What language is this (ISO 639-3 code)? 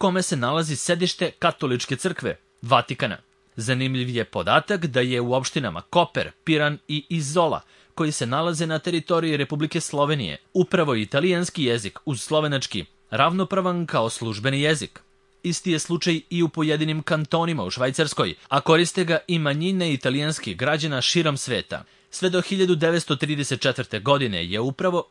srp